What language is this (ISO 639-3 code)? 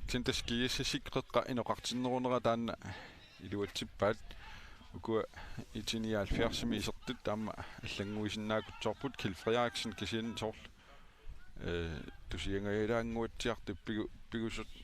kal